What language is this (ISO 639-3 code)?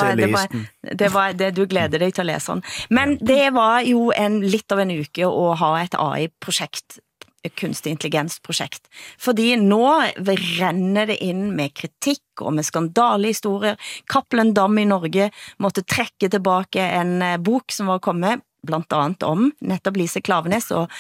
nor